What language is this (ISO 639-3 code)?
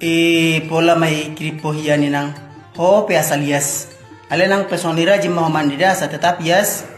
bbc